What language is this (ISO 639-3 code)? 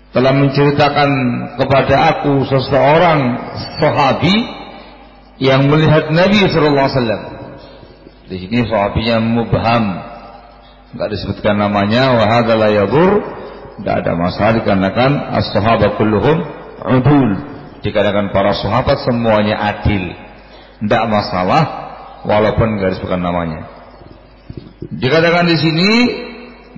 ind